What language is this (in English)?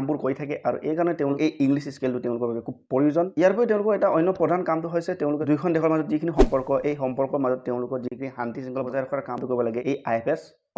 Assamese